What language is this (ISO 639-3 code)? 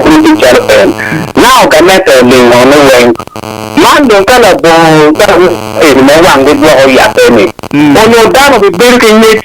ach